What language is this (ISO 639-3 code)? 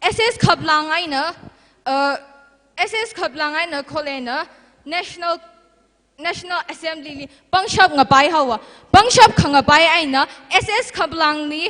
nmf